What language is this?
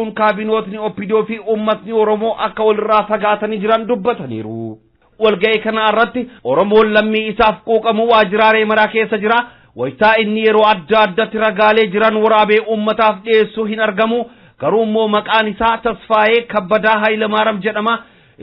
Oromo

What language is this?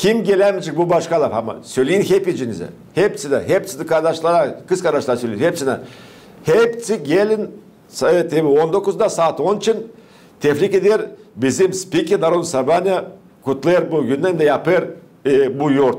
Gagauz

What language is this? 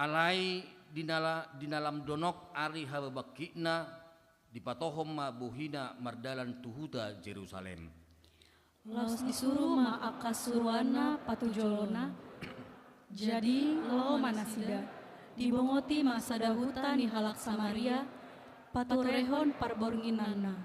Batak Toba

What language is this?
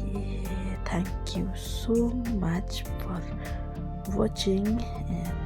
Khasi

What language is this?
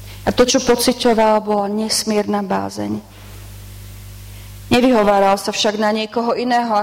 Slovak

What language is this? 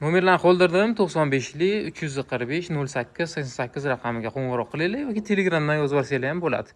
Uzbek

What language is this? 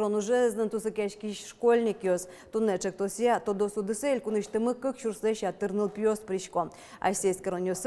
Udmurt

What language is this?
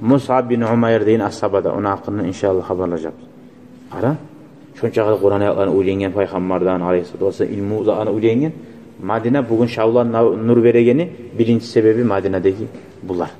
Kumyk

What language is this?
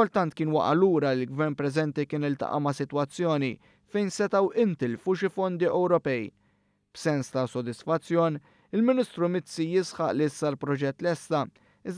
Maltese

